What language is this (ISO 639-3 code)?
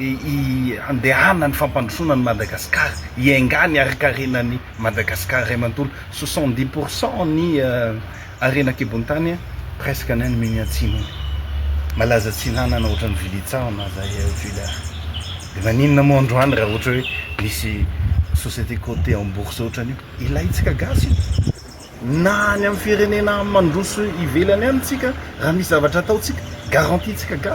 mlg